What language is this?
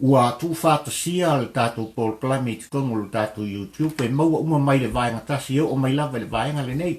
Samoan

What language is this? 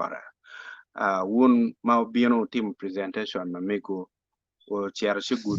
Acoli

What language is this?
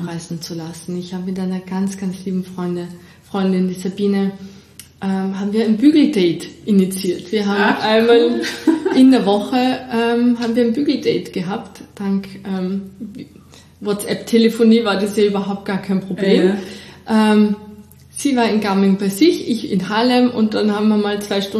German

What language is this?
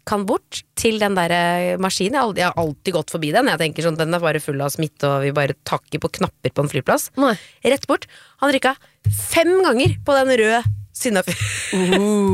Norwegian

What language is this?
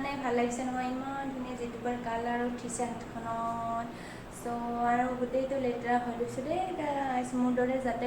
Assamese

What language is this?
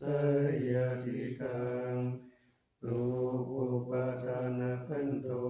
Pali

